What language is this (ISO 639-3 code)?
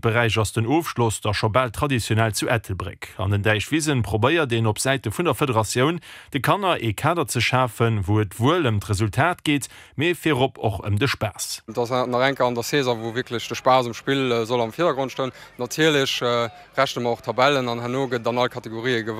ltz